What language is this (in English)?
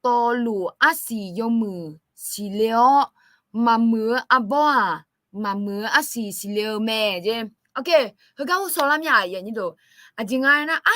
Akha